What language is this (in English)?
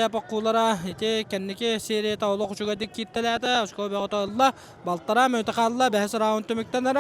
Yakut